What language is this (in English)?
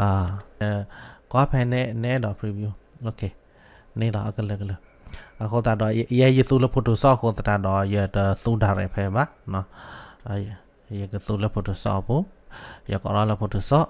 S'gaw Karen